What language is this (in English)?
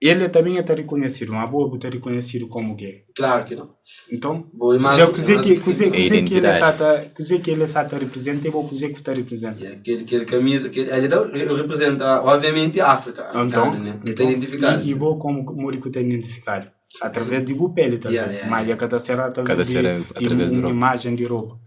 Kabuverdianu